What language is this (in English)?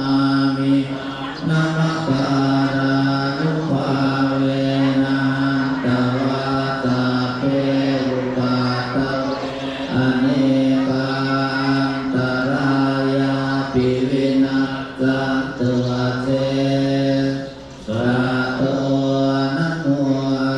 Pali